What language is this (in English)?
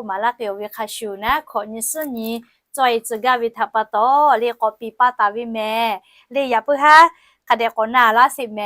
Lahu